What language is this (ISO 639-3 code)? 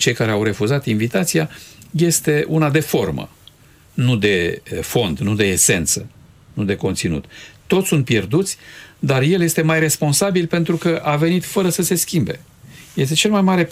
ron